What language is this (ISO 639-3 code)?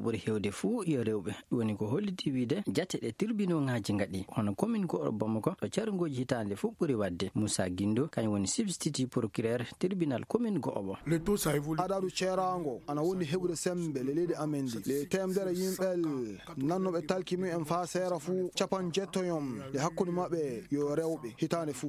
ful